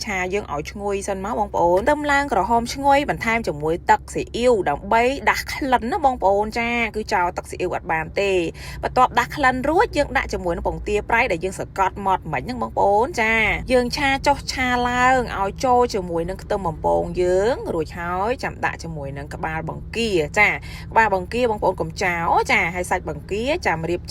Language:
Khmer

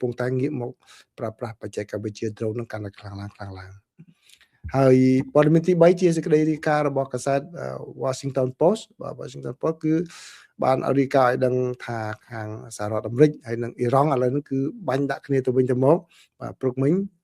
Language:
Khmer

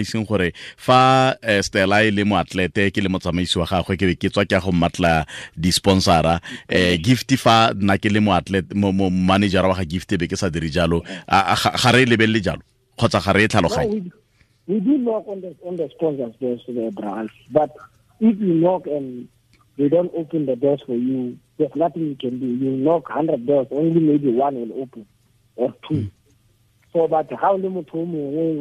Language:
Tswana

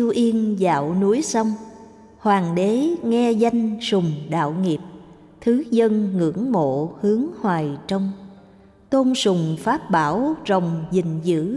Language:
Vietnamese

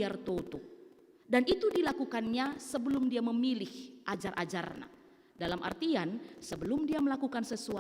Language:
Batak Karo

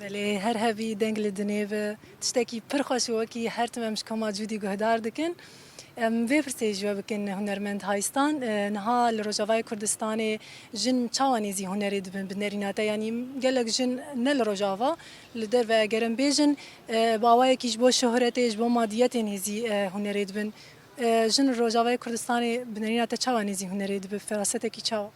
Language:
Kurdish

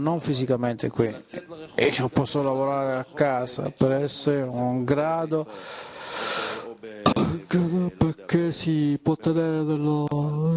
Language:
Italian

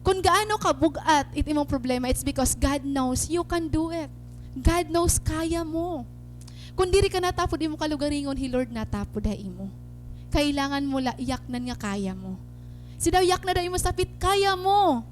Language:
Waray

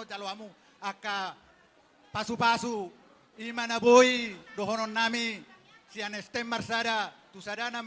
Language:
Batak Toba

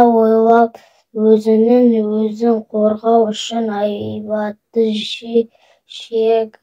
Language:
Kazakh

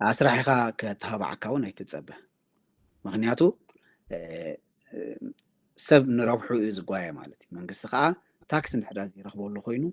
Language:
Tigrinya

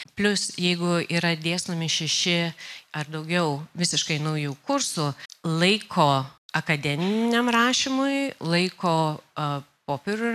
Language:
Lithuanian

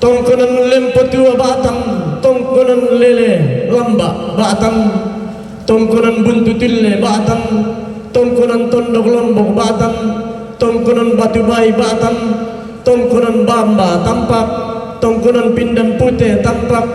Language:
Toraja-Sa'dan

